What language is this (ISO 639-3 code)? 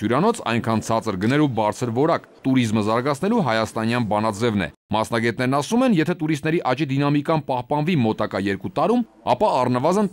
hye